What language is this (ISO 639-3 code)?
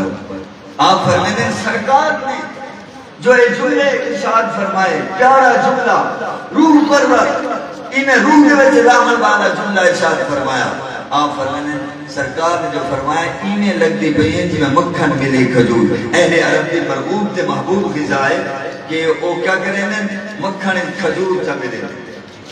skr